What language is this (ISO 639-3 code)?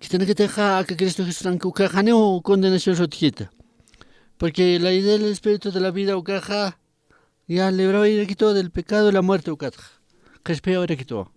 aym